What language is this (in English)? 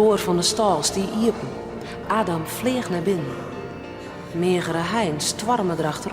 Western Frisian